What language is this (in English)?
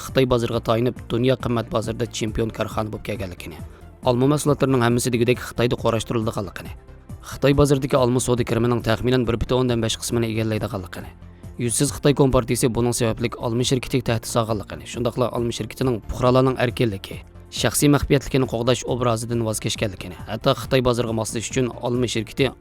Uyghur